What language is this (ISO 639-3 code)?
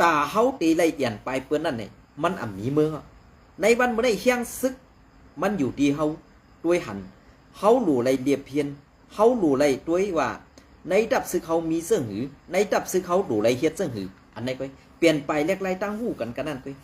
shn